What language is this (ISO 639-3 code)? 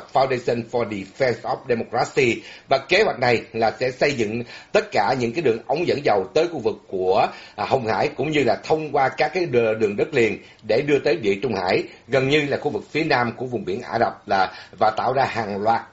vie